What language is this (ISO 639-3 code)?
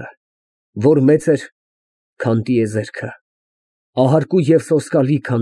hye